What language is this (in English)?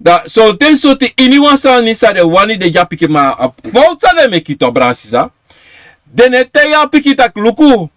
Sranan Tongo